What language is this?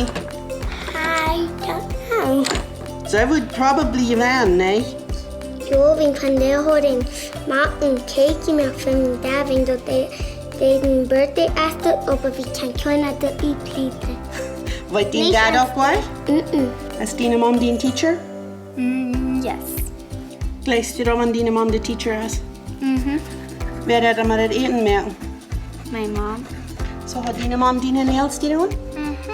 Plautdietsch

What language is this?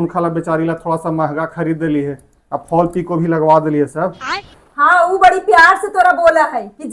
Magahi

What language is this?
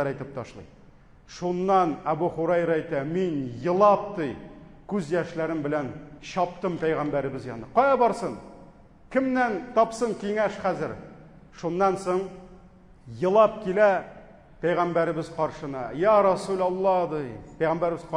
Tatar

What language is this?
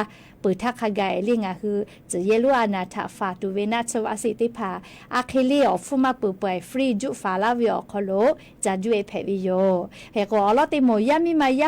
Lahu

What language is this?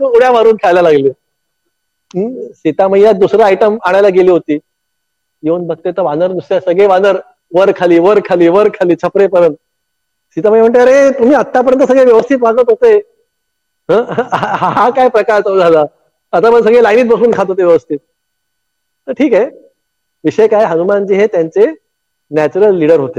Marathi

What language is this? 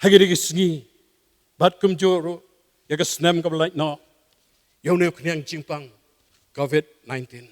Khasi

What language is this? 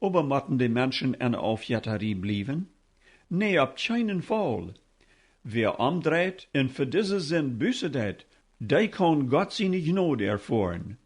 Plautdietsch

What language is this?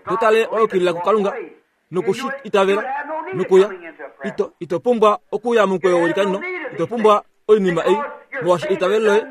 Kuanyama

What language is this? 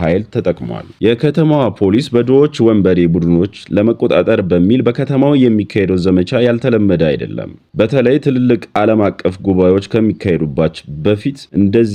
Amharic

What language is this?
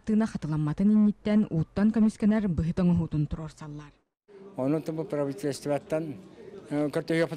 Yakut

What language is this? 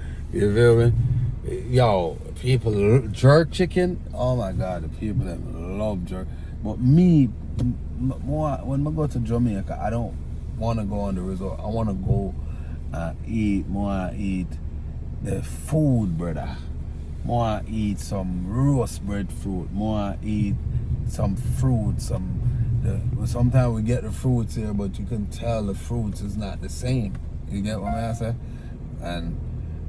Jamaican Creole English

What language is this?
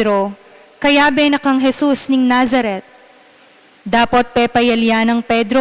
Pampanga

